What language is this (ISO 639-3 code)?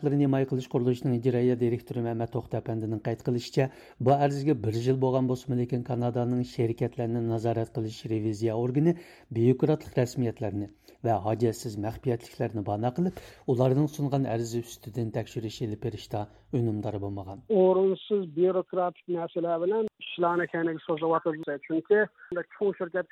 uig